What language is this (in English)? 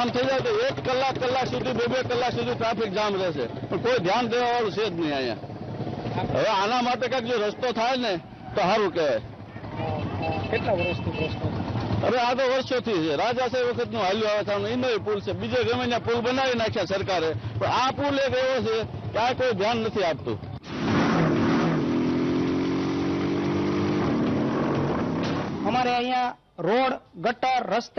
Gujarati